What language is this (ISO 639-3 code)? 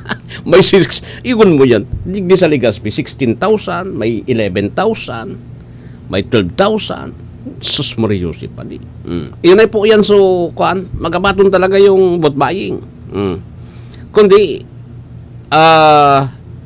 bik